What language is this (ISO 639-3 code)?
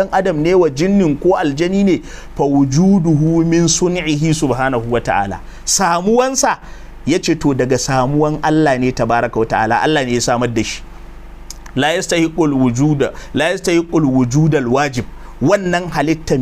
hau